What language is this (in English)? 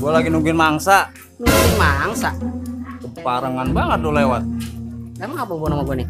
Betawi